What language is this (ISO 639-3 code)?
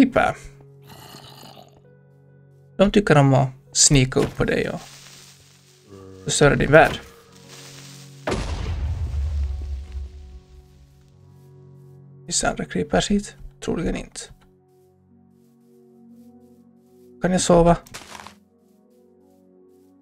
swe